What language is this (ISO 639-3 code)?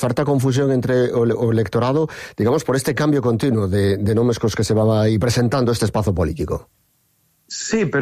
glg